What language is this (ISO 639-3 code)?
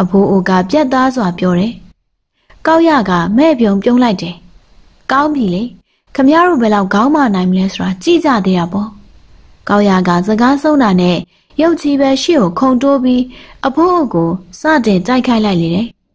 mya